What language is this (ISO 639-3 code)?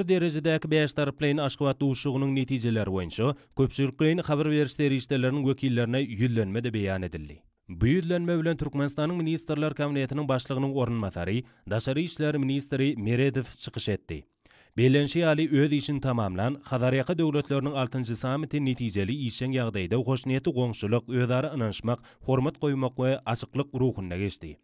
tuk